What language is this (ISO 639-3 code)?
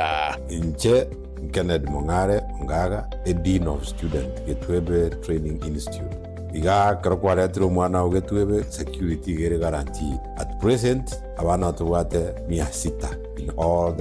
guz